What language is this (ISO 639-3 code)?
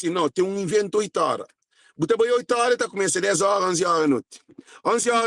kea